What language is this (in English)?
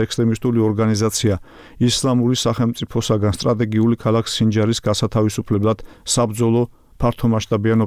Georgian